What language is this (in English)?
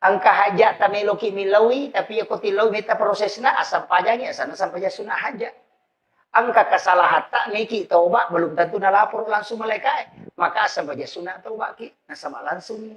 Buginese